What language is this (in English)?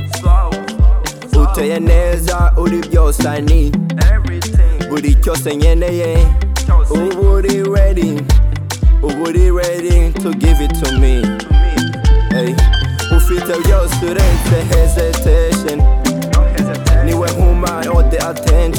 Kinyarwanda